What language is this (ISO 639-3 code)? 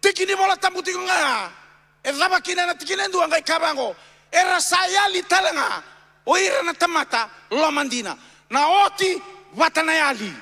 fij